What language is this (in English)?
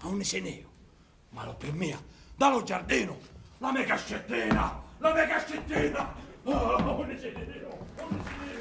Sicilian